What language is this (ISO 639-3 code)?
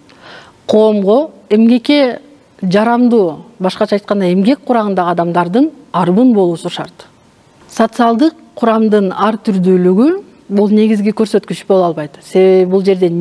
kir